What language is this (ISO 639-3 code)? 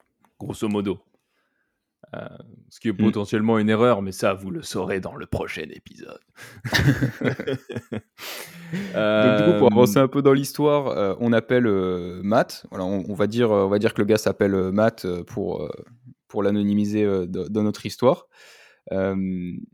fra